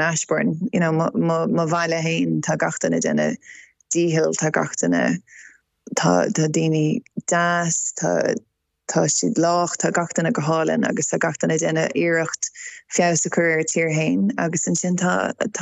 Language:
Irish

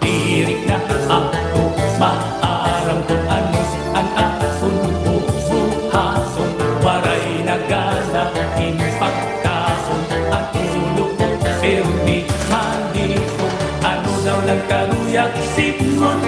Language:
Waray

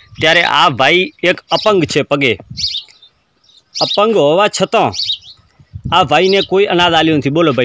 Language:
Gujarati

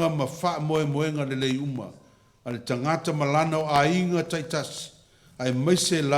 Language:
Samoan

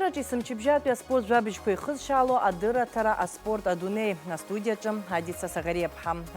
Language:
Abkhazian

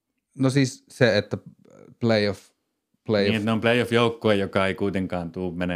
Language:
Finnish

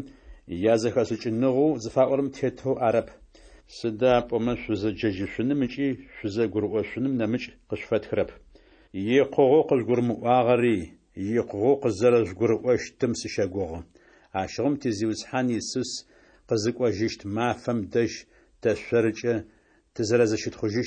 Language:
Adyghe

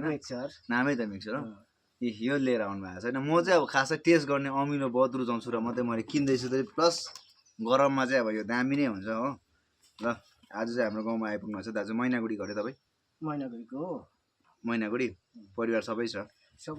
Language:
Nepali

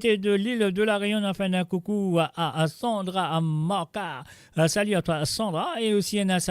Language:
Morisyen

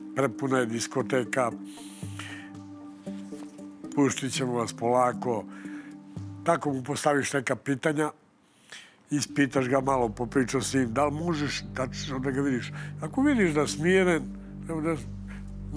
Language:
Serbian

